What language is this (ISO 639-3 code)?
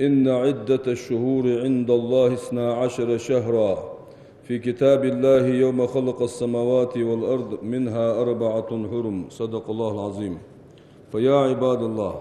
inh